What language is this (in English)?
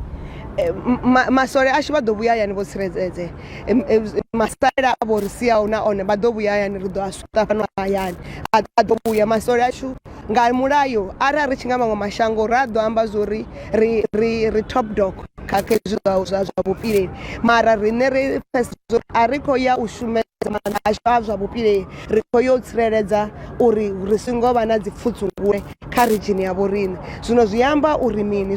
Venda